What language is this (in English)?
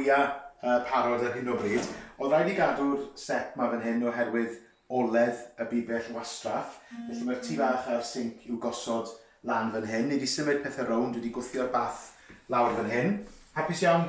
Welsh